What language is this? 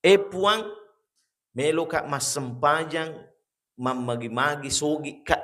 Buginese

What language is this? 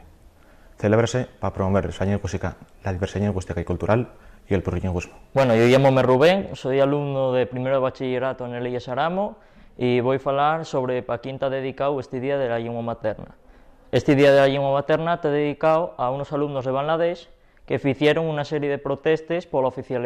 Asturian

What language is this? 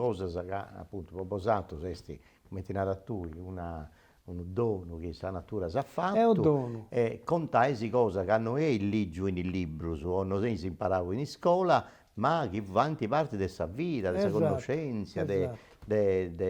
Sardinian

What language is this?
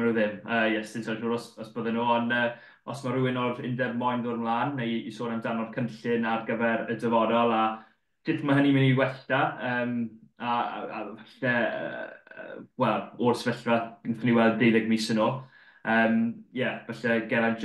Welsh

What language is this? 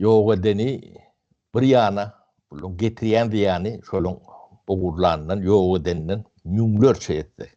Turkmen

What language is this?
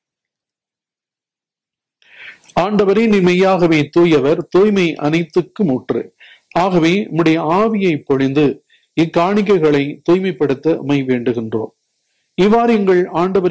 Tamil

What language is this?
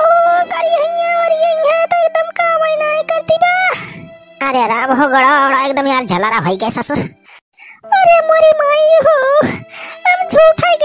Awadhi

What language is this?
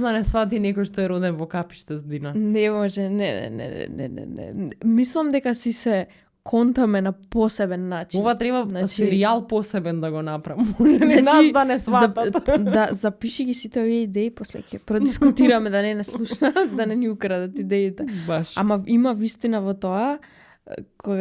Macedonian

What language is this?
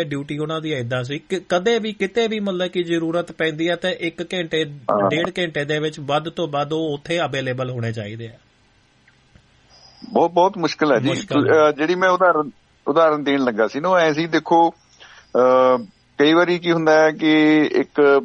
Punjabi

